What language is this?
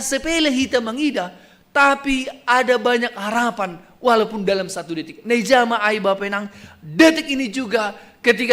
Batak Simalungun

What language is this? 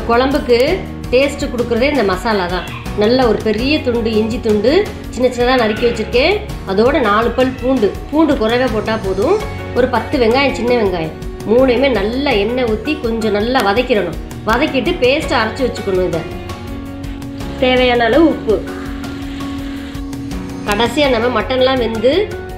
Tamil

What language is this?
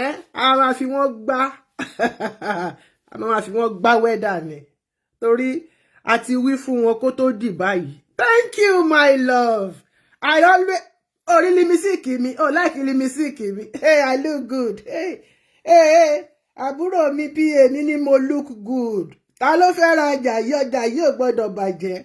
Yoruba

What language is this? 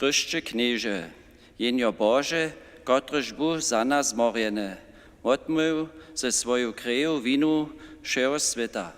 Upper Sorbian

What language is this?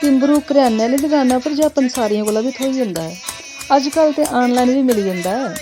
Dogri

